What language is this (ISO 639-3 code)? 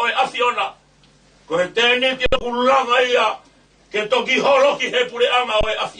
ton